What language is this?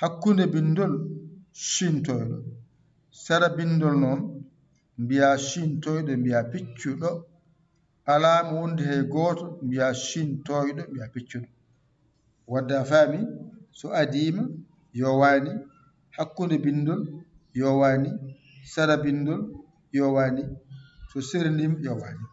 Fula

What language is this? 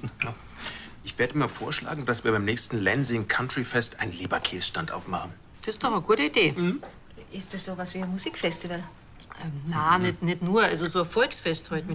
Bavarian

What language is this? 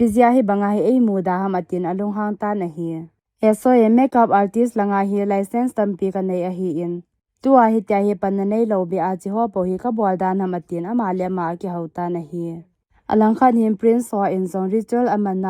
Thado Chin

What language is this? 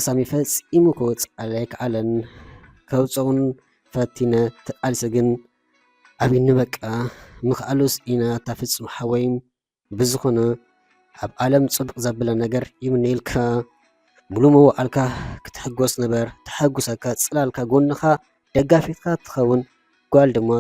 Tigrinya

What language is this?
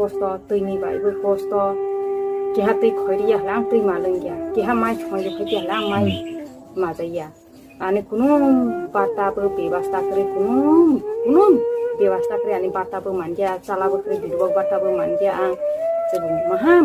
Kok Borok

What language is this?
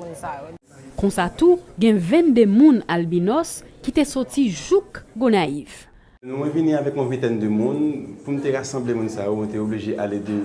Haitian Creole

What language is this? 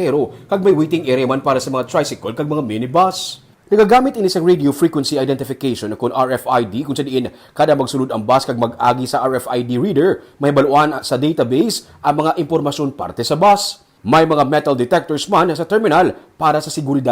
Hiligaynon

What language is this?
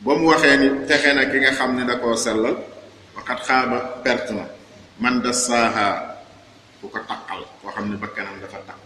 Wolof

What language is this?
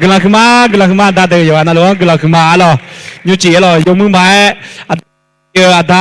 Akha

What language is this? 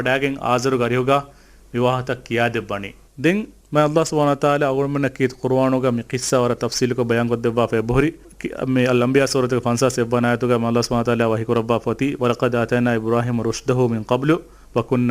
Divehi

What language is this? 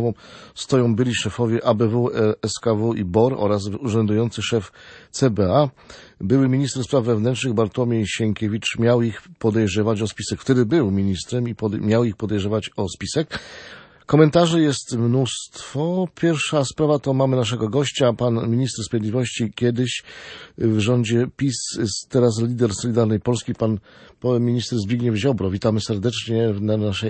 Polish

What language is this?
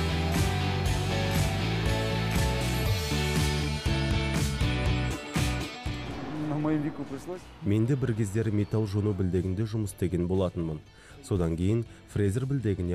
Kazakh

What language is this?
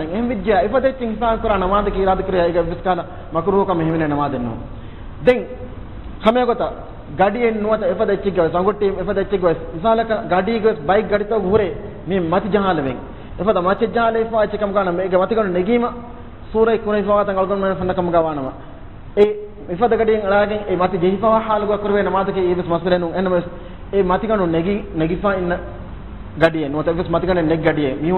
Divehi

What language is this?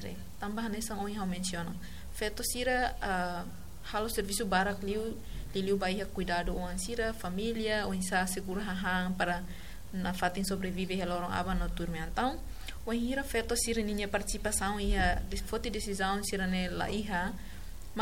Tetum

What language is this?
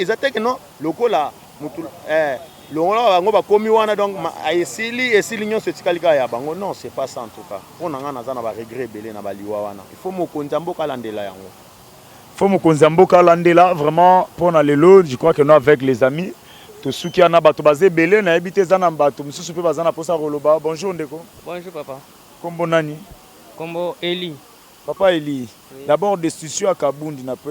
Lingala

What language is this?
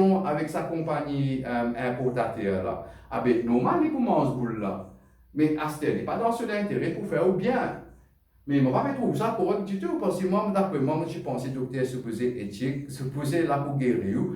Morisyen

